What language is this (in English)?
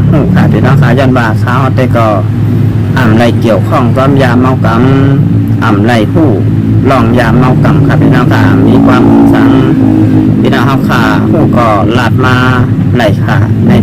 Shan